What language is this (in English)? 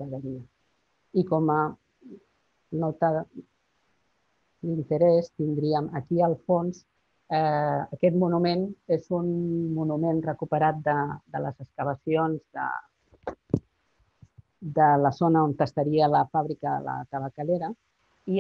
Catalan